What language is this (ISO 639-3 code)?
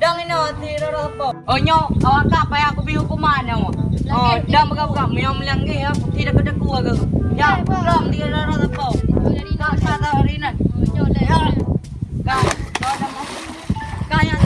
ace